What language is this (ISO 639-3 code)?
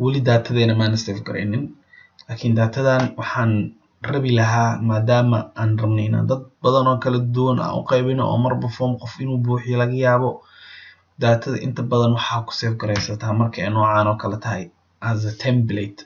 som